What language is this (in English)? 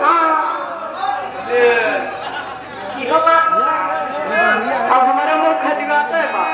Bhojpuri